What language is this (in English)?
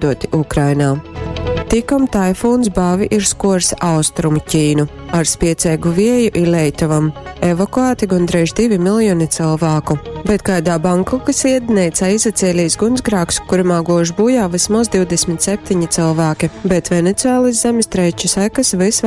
Latgalian